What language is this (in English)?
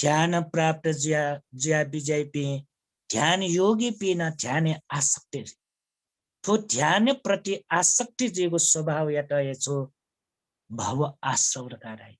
Newari